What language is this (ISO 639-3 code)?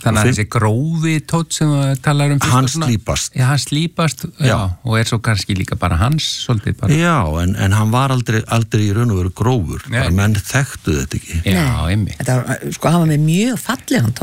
isl